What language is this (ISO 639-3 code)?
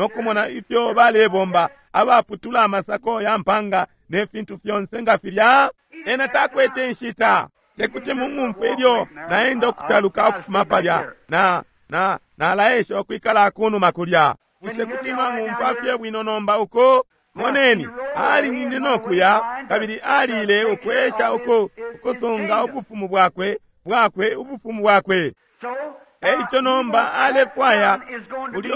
bem